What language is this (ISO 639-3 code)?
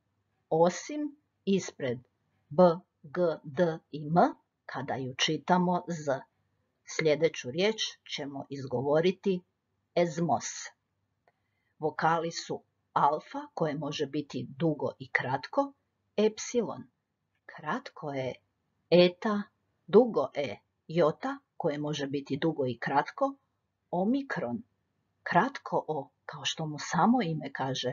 hrv